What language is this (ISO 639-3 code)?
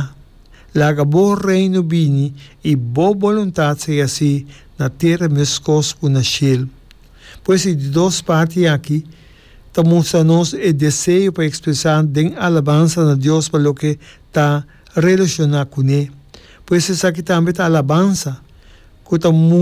pap